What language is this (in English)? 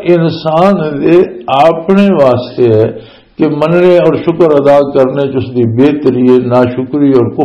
Western Panjabi